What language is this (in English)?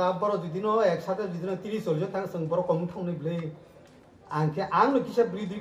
Kok Borok